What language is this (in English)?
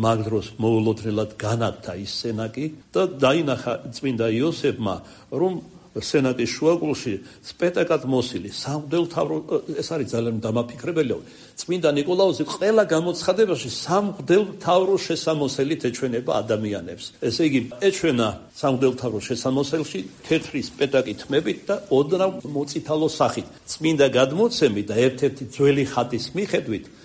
Georgian